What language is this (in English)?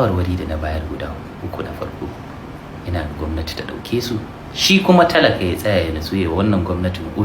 Hausa